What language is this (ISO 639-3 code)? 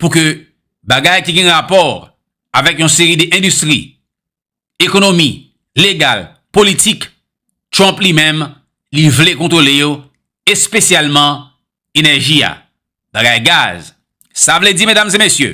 hat